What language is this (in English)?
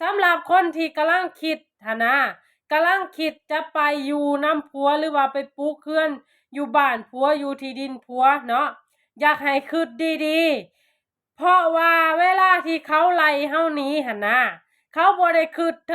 Lao